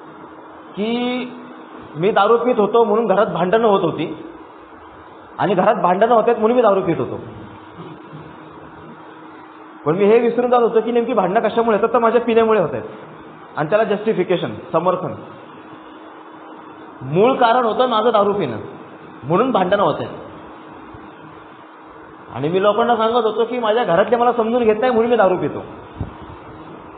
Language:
Marathi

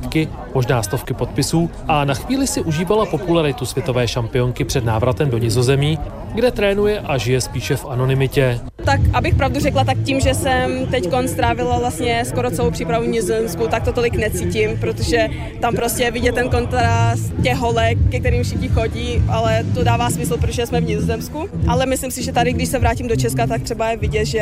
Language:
Czech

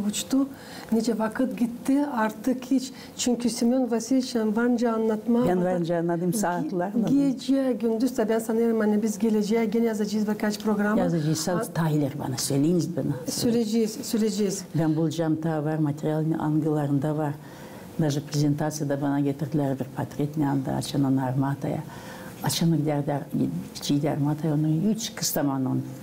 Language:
Gagauz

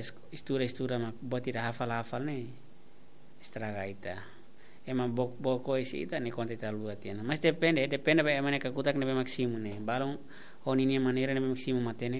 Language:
Tetum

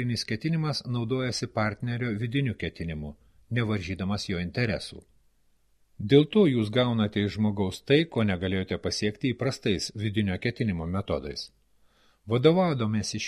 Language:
Lithuanian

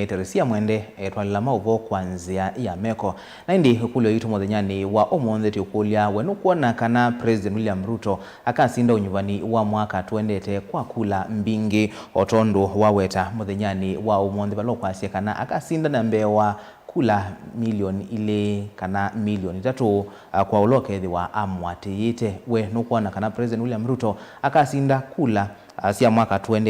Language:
Kamba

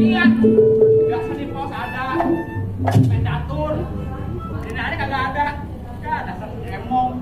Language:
Betawi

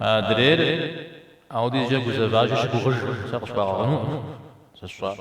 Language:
Kabardian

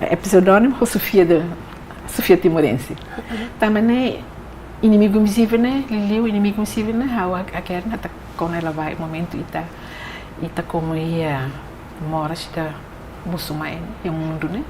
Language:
Tetum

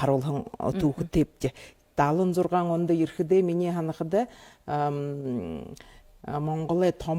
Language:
Buriat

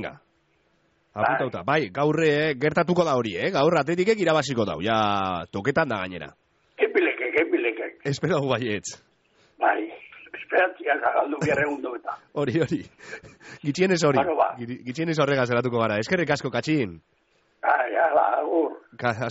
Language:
Basque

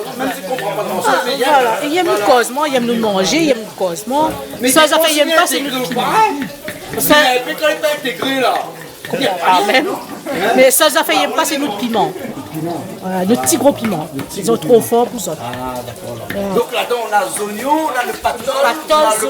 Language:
Réunion Creole French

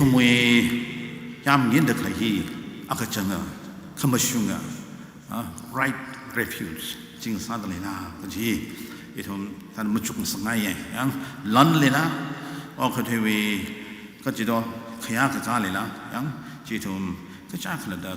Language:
Tangkhul Naga (India)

